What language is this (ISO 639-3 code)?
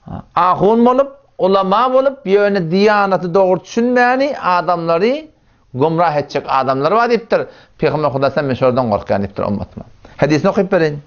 tuk